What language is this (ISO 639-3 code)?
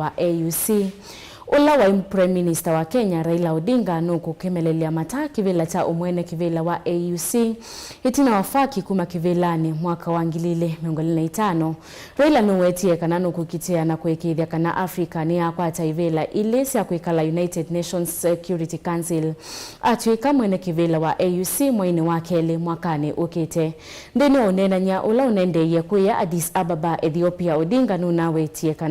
kam